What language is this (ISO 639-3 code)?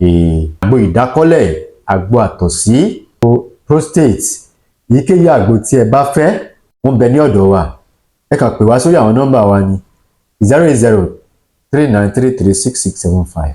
yor